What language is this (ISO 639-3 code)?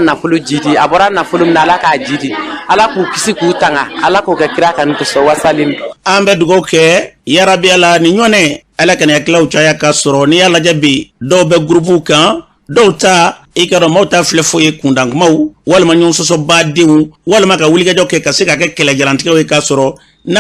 bam